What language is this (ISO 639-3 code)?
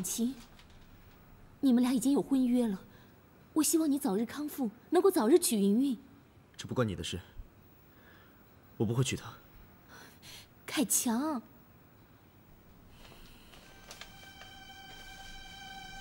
zho